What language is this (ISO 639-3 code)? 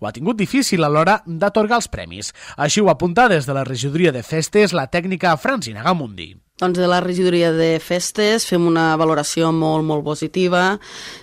cat